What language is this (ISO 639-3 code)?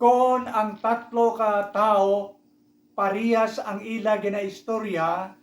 hil